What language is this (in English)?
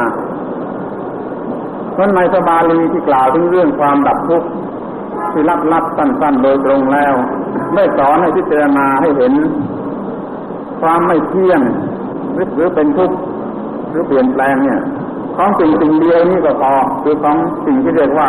Thai